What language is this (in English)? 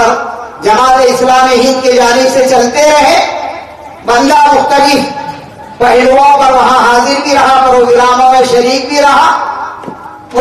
Urdu